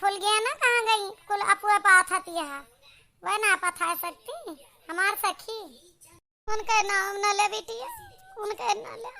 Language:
Awadhi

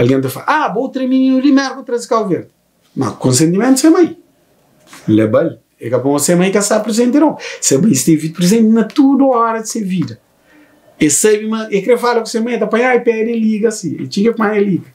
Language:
Kabuverdianu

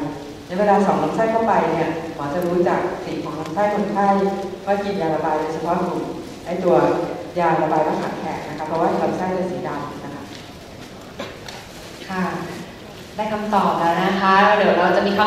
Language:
Thai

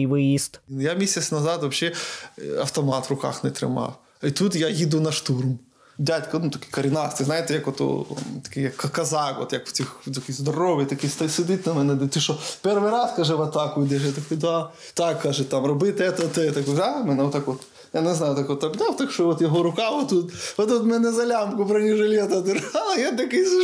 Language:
Ukrainian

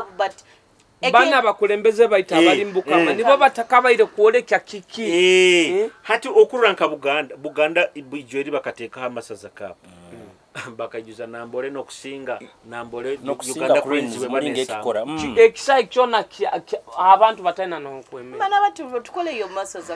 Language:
Nyoro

